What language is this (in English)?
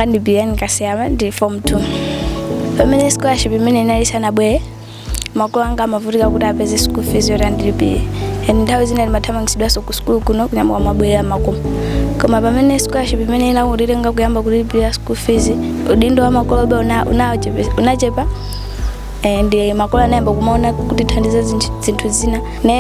Nyanja